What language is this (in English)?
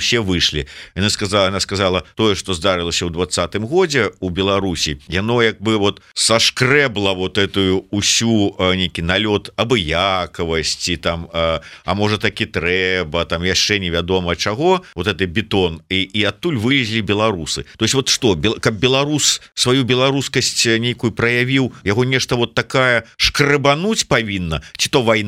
Belarusian